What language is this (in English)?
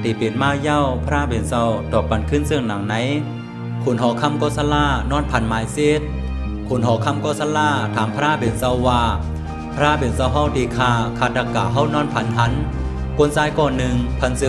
Shan